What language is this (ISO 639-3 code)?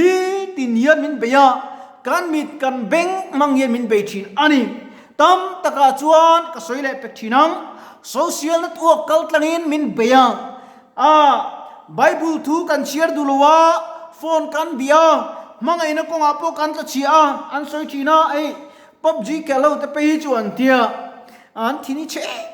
lus